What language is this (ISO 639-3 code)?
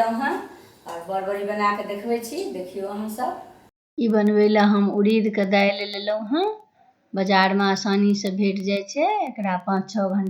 mai